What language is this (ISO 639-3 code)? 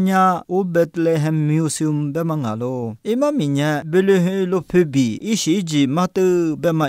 lis